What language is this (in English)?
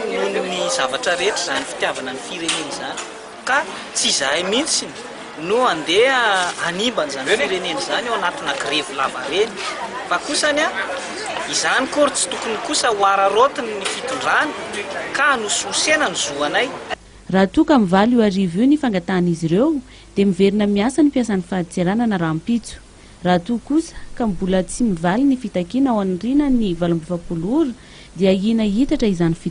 Malagasy